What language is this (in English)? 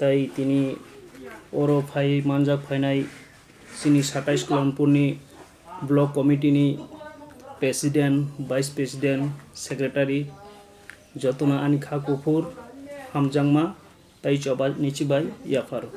Kok Borok